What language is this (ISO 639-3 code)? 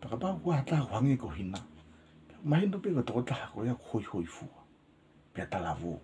ton